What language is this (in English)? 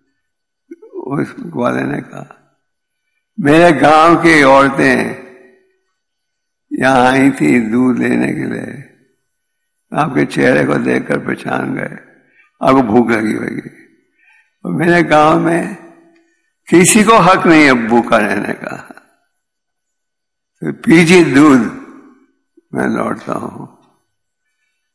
Hindi